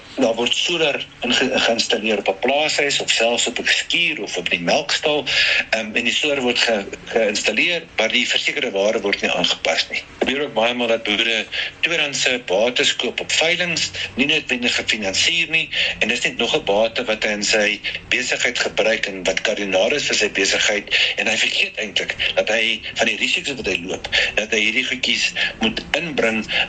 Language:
Afrikaans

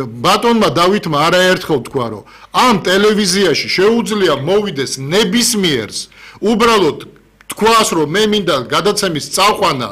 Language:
Georgian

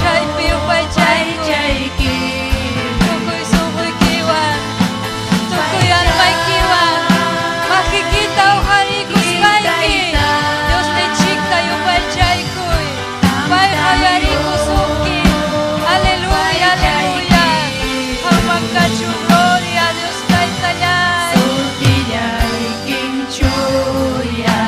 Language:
Ayacucho Quechua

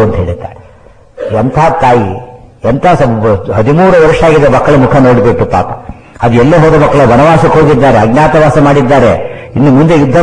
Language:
Kannada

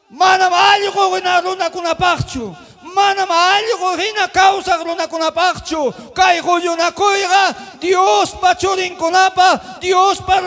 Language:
Ayacucho Quechua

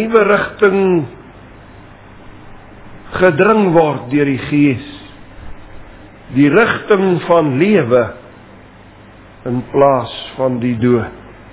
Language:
Afrikaans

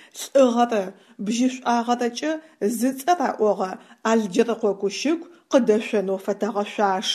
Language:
Adyghe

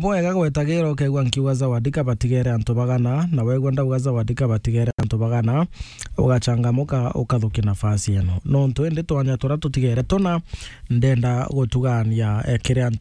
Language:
Meru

